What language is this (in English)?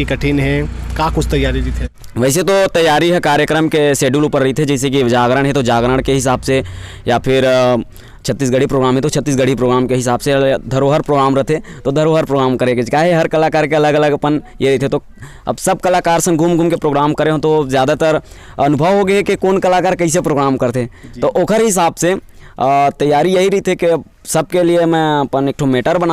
Chhattisgarhi